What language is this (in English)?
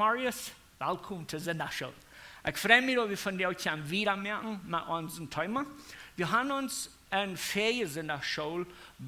Plautdietsch